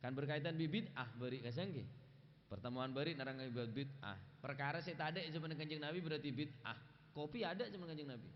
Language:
Madurese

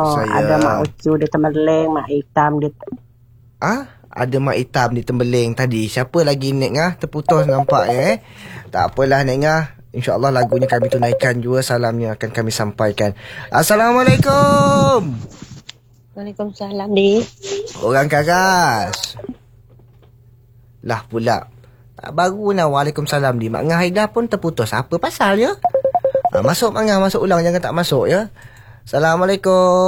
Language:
Malay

